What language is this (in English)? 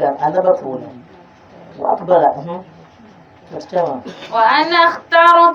Dagbani